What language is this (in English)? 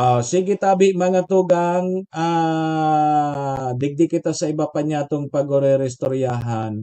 Bikol